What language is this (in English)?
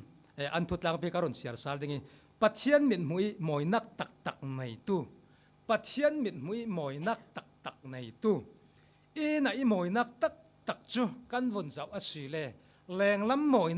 Falam Chin